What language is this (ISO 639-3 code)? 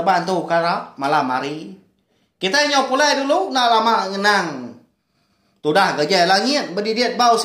iba